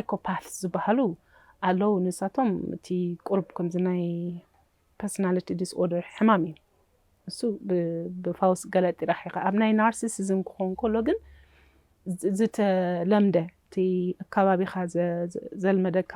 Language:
Tigrinya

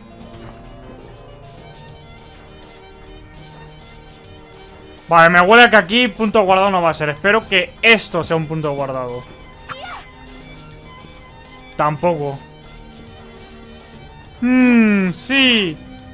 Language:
Spanish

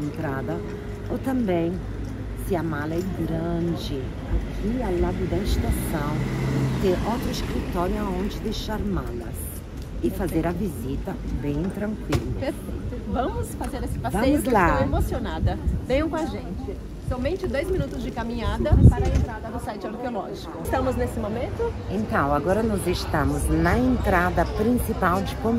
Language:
Portuguese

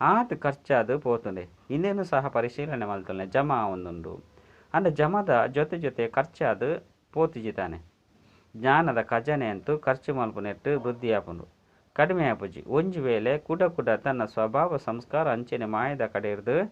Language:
Tulu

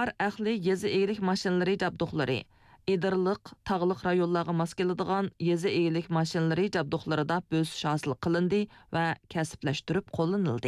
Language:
Uyghur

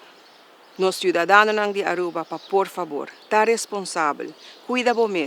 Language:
Papiamento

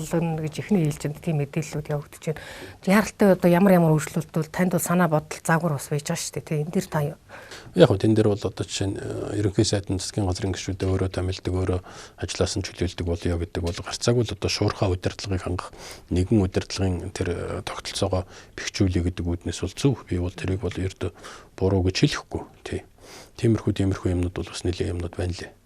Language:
Mongolian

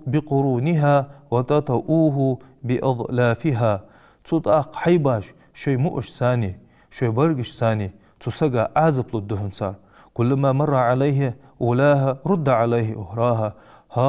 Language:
Ingush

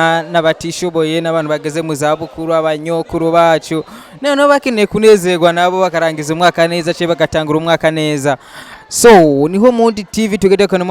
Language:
Rundi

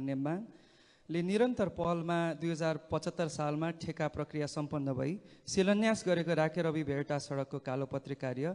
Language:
Nepali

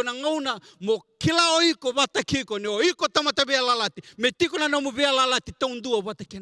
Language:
Fijian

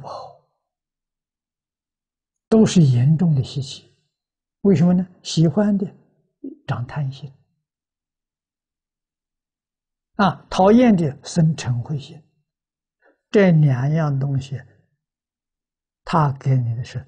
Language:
Chinese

